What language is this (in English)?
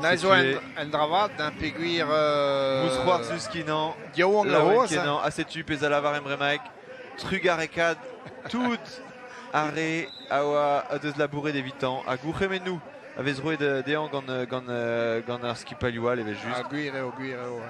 Breton